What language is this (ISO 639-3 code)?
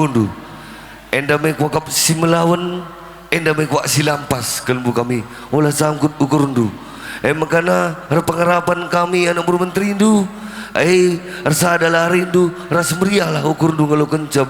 btx